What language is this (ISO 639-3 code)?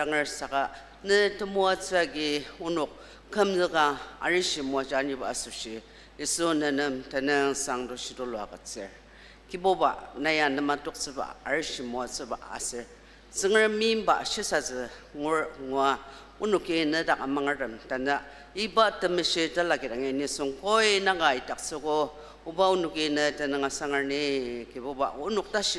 njo